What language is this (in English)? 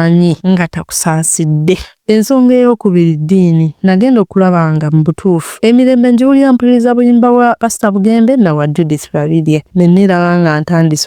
Ganda